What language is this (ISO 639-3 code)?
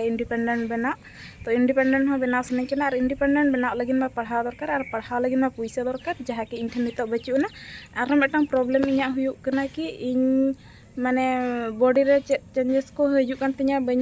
sat